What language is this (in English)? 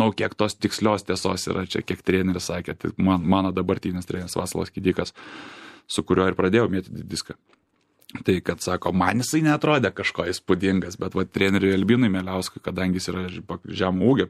Lithuanian